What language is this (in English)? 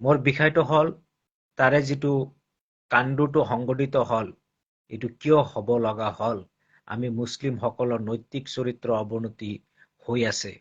Assamese